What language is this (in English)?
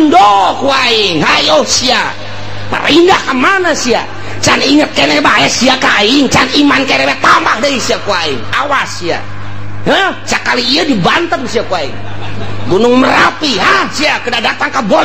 Sundanese